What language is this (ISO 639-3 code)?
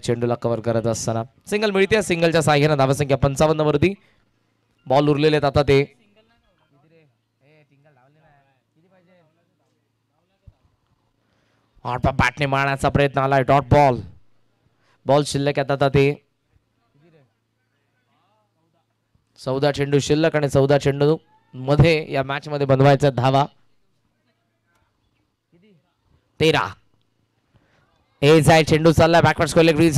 mar